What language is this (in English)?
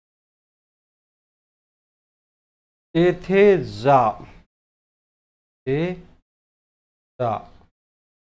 Marathi